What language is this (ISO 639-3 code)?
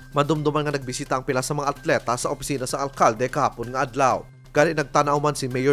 hil